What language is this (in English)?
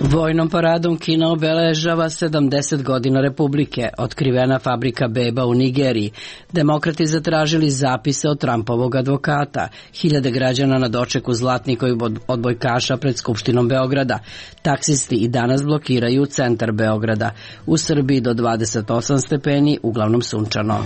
Serbian